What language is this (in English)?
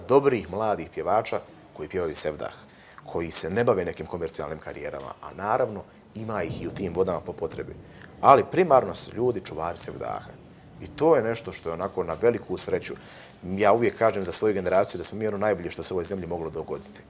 Bosnian